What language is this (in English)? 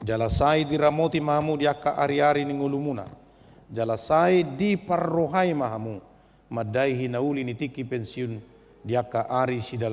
Batak Toba